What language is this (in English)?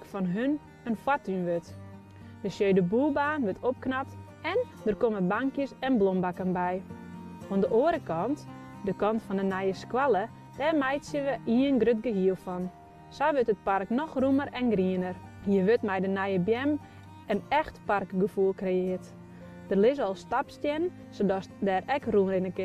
Western Frisian